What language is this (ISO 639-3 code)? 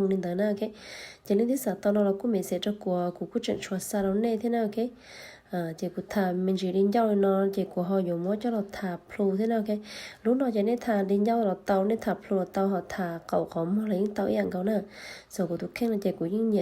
hmn